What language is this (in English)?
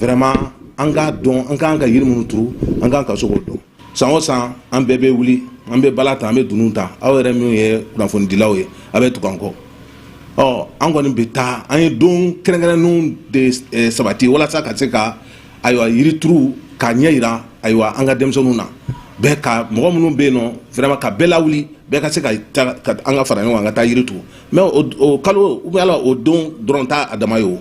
Bambara